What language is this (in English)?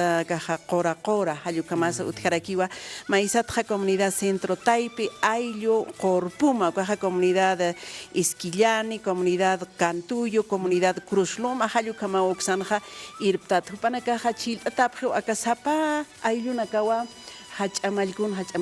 Aymara